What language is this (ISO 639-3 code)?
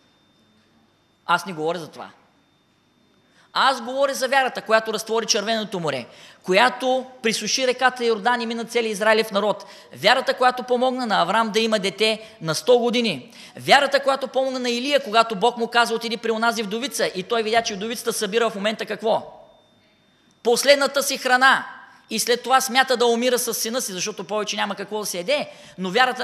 bul